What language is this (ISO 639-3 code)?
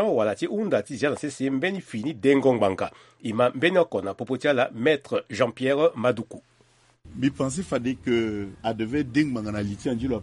sag